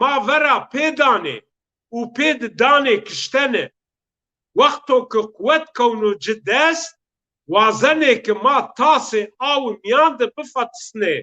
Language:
Zaza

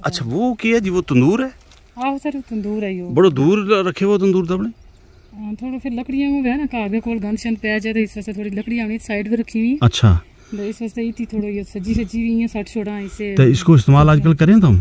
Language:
Gujari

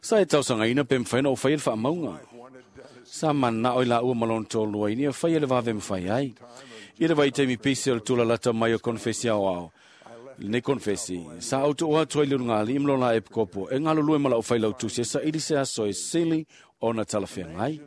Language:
Samoan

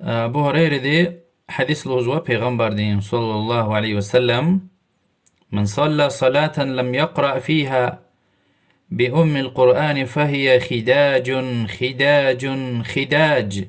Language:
Lezghian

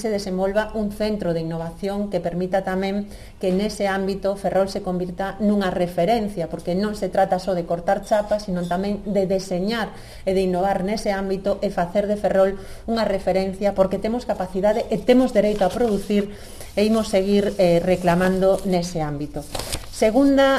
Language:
Galician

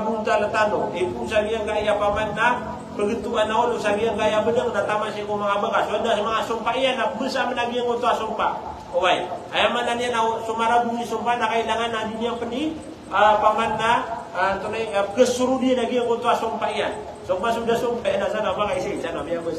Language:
Maranao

